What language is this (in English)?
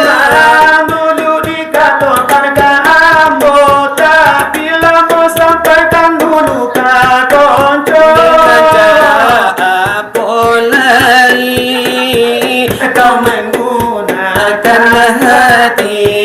Minangkabau